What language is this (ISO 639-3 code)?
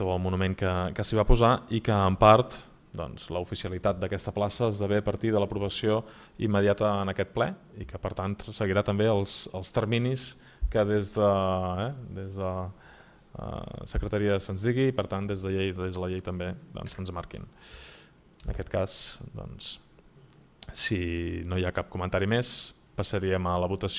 cat